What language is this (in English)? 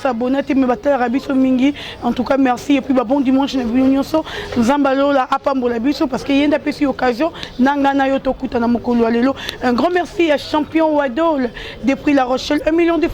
Lingala